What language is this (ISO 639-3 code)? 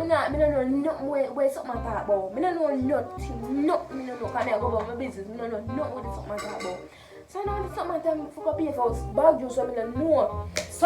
jam